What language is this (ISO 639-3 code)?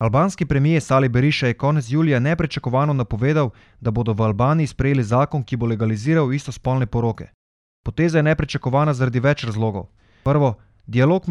slv